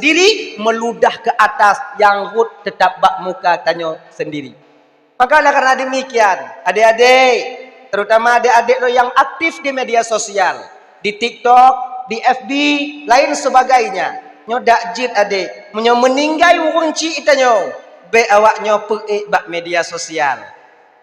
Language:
Achinese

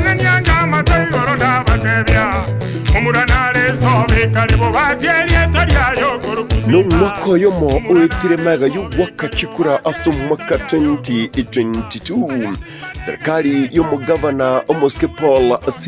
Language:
Gusii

